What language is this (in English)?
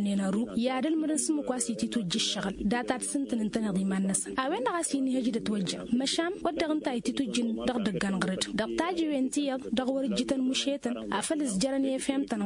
Tamasheq